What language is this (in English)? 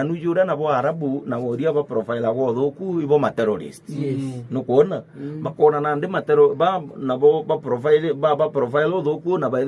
Meru